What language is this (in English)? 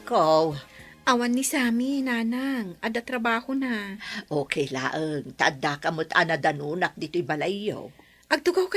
Iloko